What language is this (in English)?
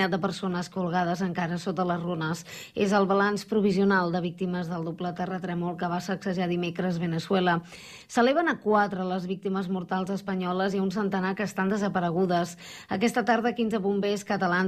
Catalan